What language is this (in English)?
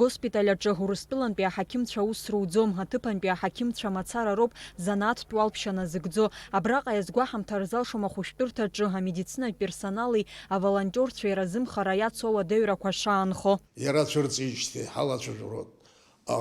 Abkhazian